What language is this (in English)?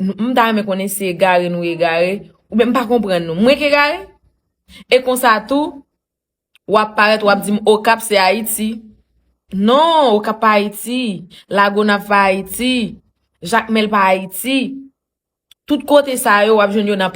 Haitian Creole